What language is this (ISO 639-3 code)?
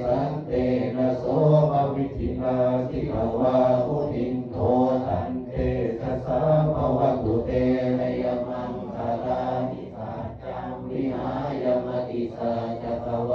pli